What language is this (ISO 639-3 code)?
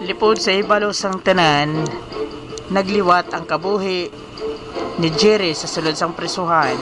hil